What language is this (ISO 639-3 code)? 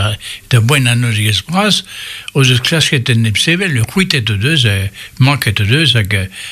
bre